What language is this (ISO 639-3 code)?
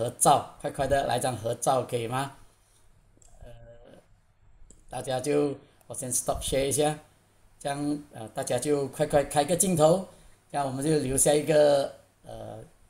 zho